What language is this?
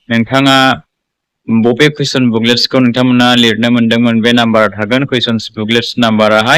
Bodo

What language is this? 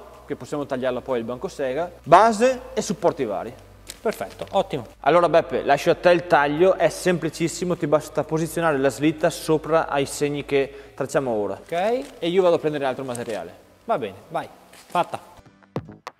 Italian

